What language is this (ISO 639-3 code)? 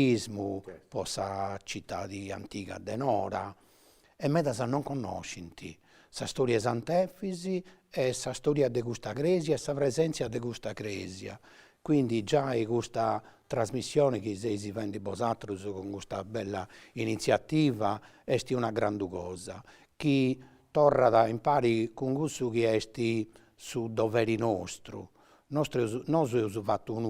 srd